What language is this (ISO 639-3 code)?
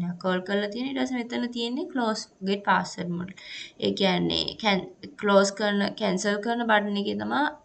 sin